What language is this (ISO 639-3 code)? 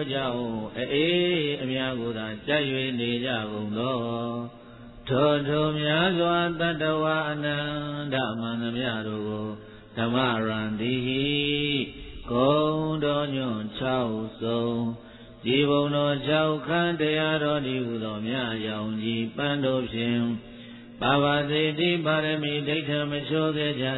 mya